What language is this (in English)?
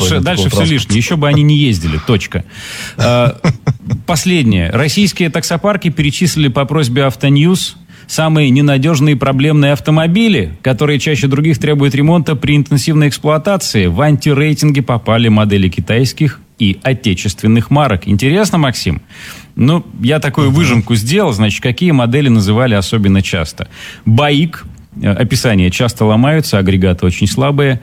Russian